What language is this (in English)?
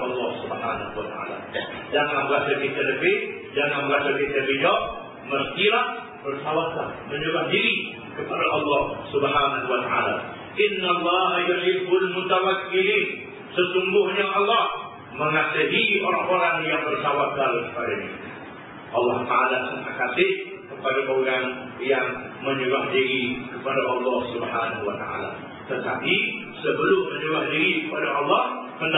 Malay